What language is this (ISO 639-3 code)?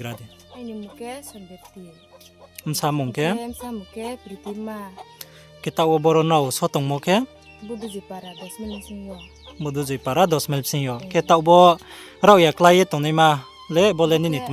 ria